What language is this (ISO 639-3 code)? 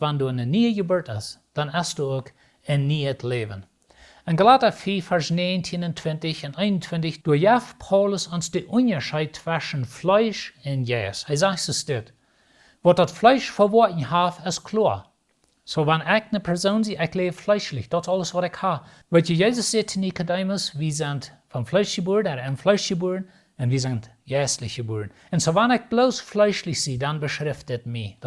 pdt